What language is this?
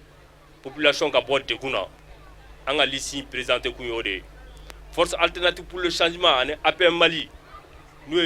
Bambara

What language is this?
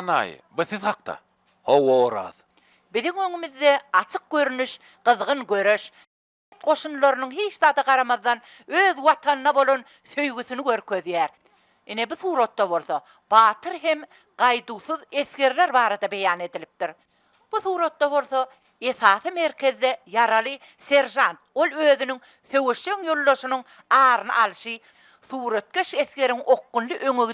Turkmen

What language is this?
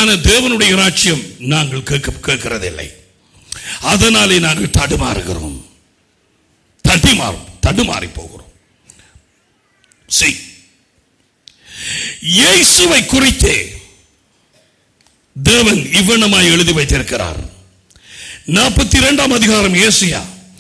Tamil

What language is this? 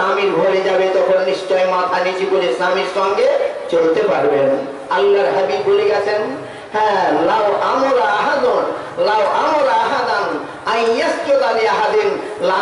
Bangla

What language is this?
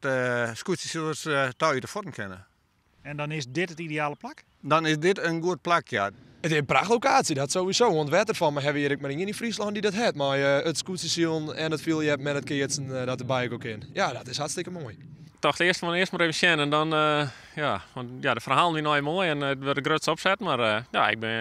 Western Frisian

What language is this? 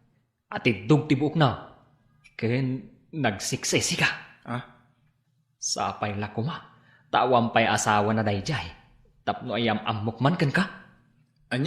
Iloko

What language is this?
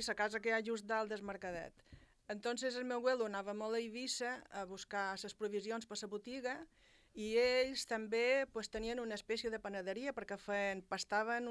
Catalan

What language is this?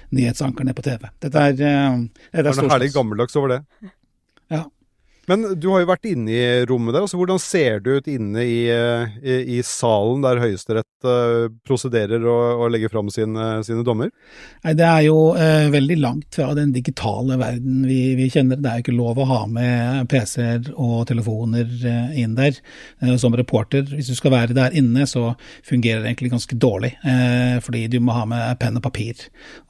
Norwegian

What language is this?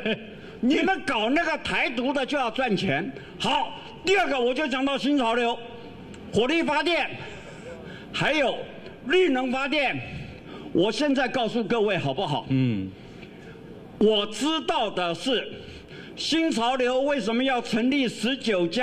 Chinese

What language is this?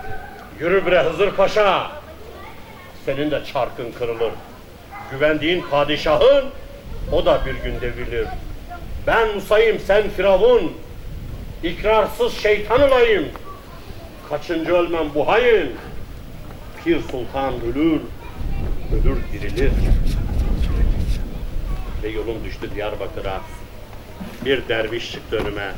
Turkish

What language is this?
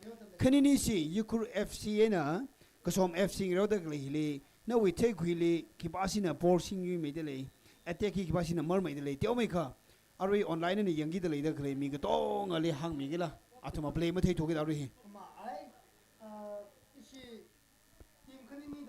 Tangkhul Naga (India)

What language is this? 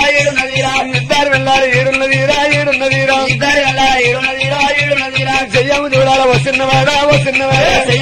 Telugu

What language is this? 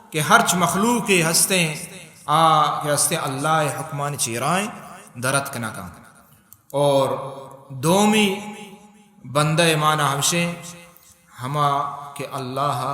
Baluchi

